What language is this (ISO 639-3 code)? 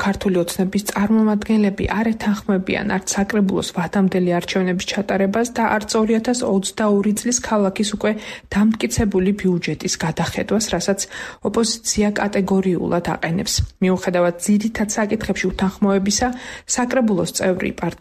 kat